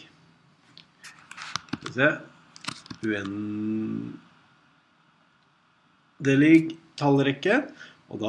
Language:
Norwegian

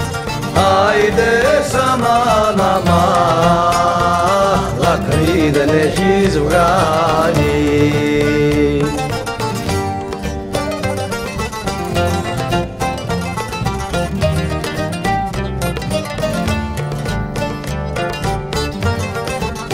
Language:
Greek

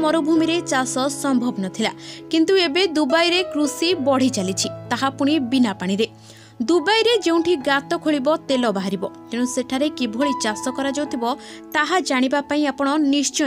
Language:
Odia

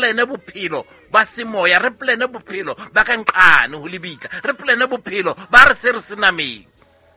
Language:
Southern Sotho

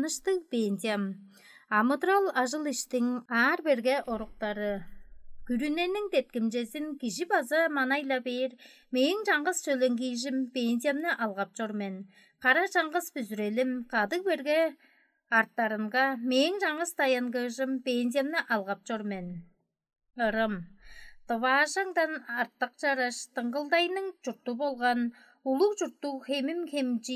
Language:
Tuvinian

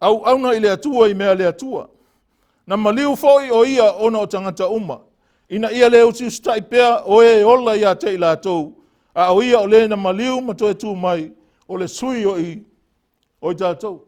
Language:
Samoan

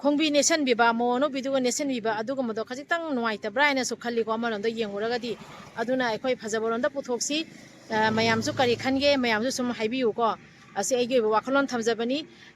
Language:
Manipuri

